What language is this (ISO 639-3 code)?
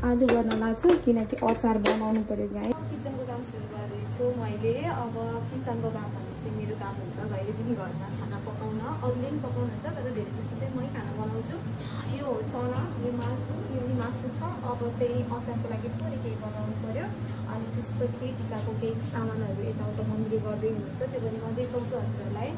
nep